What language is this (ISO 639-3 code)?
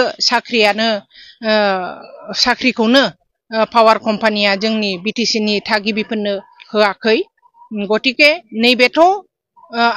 brx